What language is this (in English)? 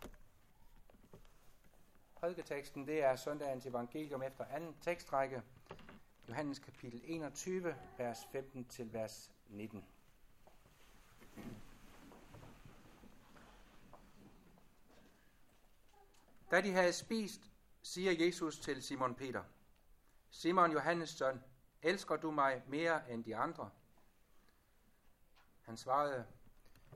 Danish